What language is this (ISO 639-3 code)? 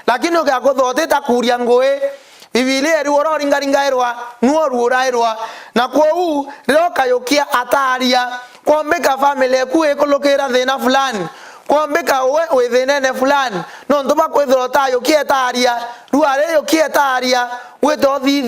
mer